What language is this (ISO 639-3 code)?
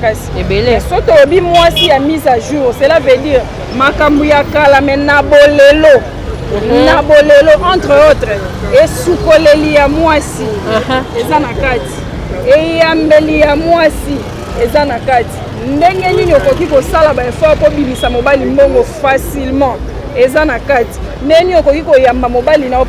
lin